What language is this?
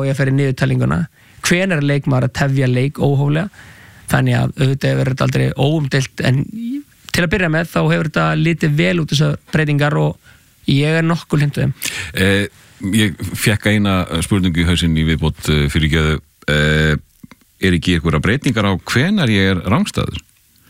Icelandic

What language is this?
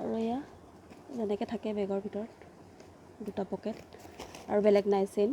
Assamese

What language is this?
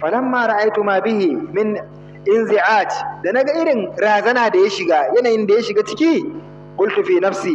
Hausa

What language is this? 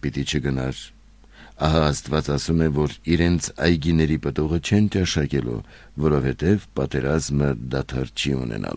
Armenian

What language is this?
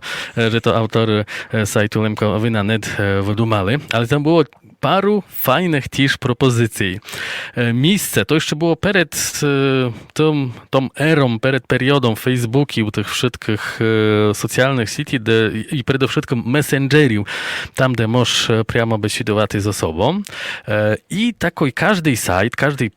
Rusyn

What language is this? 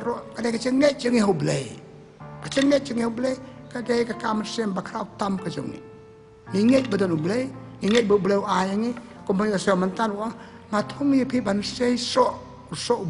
Khasi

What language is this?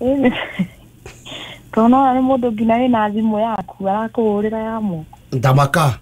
Kikuyu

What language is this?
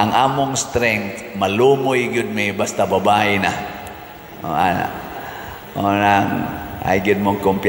Cebuano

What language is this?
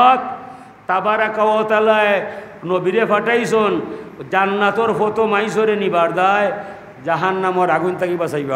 Sylheti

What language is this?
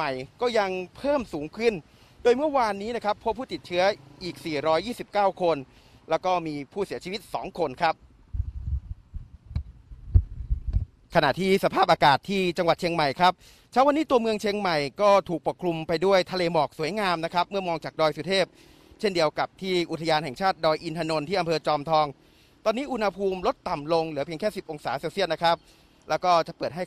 Thai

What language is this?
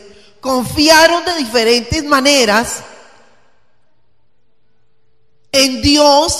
Spanish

